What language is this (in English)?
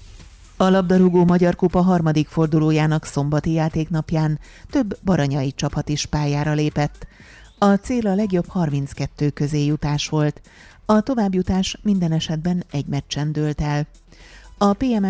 Hungarian